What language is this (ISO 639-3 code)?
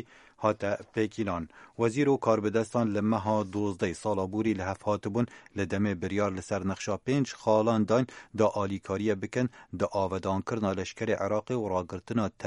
kur